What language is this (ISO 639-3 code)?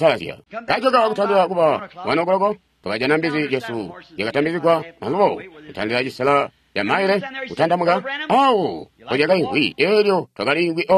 toi